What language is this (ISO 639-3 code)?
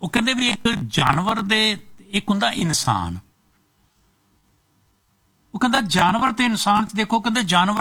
pan